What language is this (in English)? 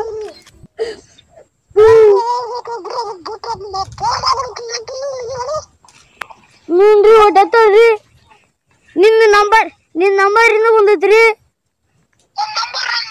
Kannada